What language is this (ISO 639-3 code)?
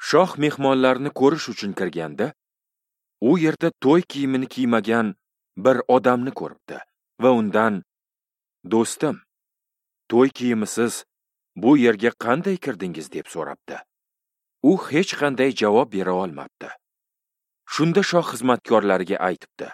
uzb